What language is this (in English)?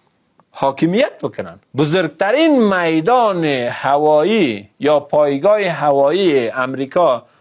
Persian